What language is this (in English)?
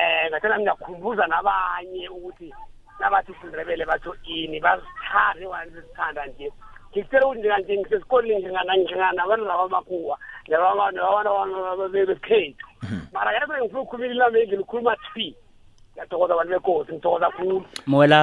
South Ndebele